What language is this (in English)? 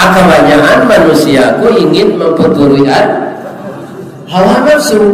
Minangkabau